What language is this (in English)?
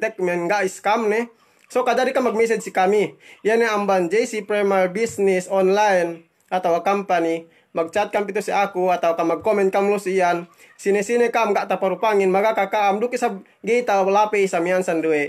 Yakan